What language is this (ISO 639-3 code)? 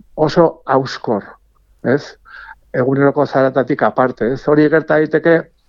eus